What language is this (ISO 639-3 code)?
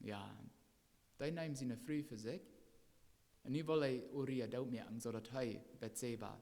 pdt